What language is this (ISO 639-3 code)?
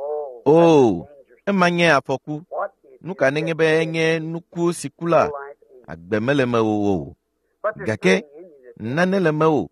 ewe